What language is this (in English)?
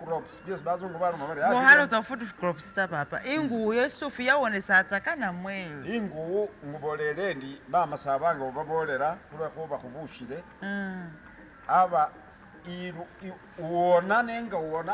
Masaaba